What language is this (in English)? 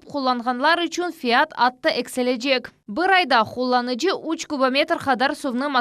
Crimean Tatar